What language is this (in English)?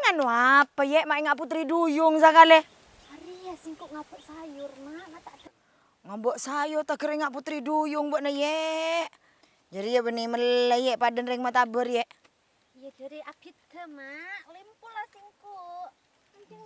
Madurese